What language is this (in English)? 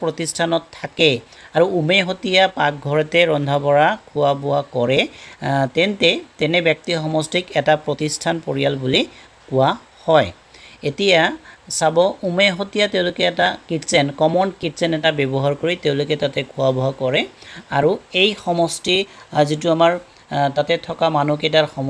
Assamese